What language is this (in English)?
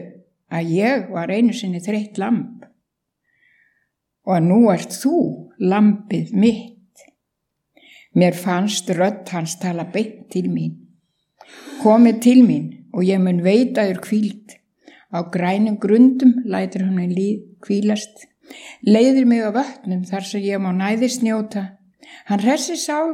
Icelandic